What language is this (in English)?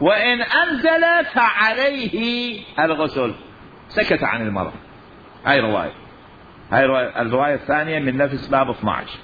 Mesopotamian Arabic